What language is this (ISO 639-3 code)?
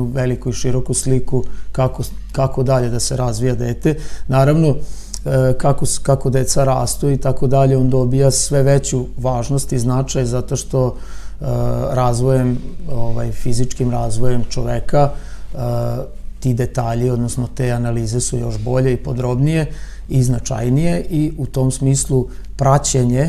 srp